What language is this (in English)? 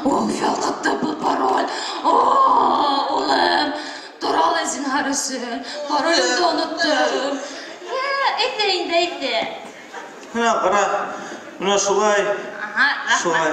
Bashkir